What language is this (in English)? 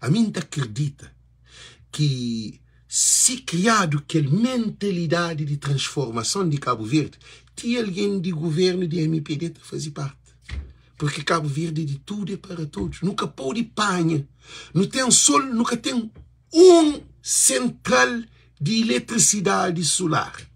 Kabuverdianu